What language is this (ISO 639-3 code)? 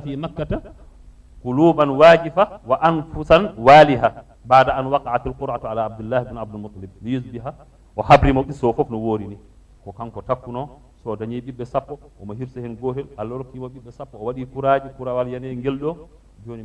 ful